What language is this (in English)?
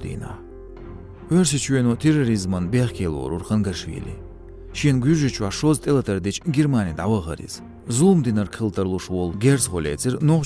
Chechen